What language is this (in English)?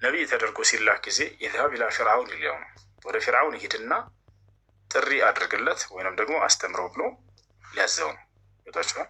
Amharic